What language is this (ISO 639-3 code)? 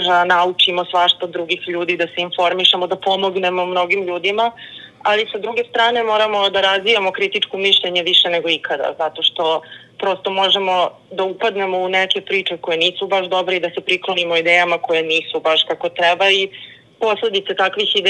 srp